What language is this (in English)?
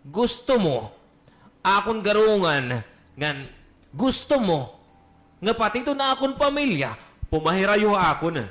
Waray